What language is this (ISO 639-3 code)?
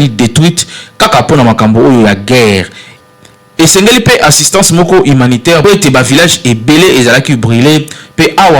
lin